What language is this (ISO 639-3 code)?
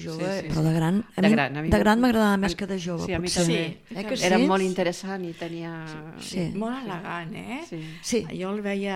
cat